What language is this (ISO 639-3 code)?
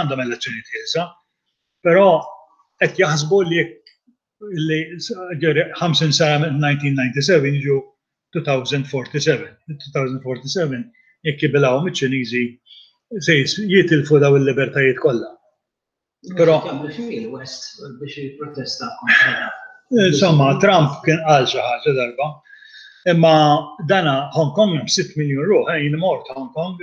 mlt